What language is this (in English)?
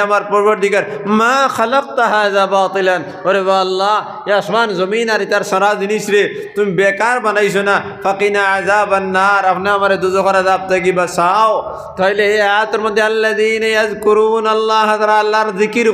Sylheti